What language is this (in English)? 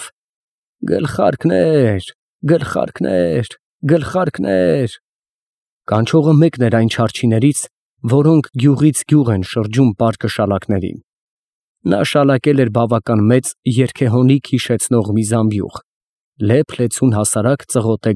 Armenian